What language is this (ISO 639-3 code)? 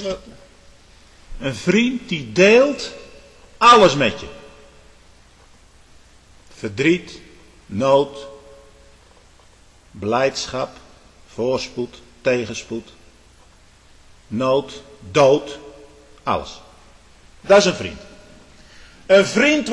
nld